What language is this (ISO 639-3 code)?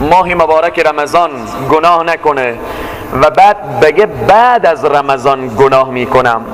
fas